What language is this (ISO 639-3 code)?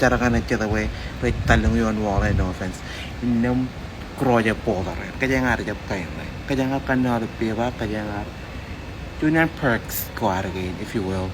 mah